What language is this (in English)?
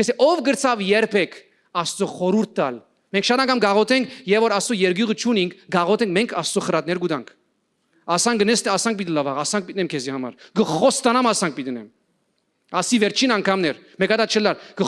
Western Armenian